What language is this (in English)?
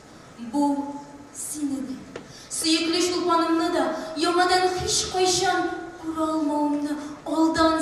Tatar